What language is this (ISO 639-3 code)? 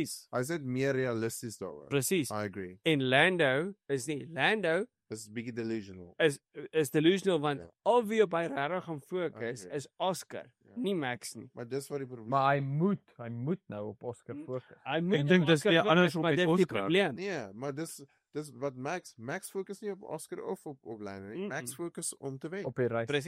afr